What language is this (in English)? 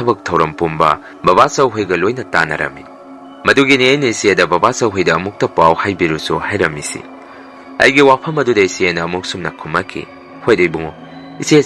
Manipuri